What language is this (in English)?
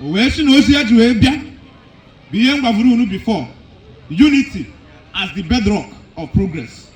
Igbo